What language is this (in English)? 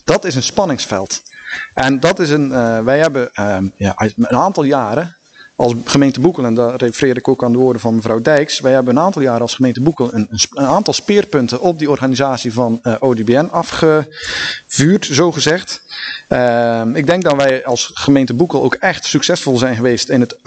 Dutch